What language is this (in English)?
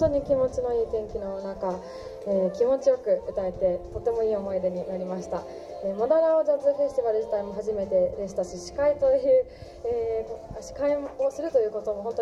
Japanese